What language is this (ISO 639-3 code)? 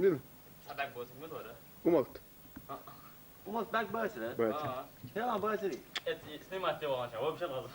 che